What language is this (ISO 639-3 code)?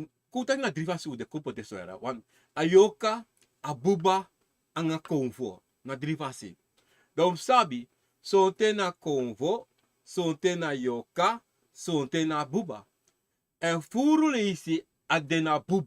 srn